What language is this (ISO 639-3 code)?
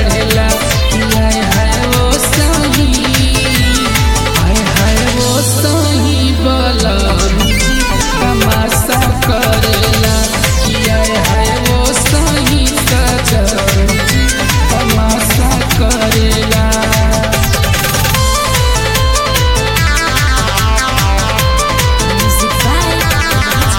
bho